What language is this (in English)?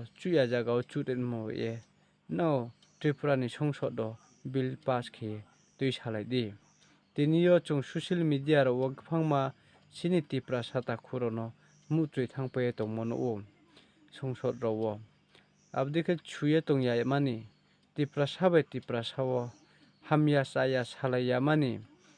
Riang (India)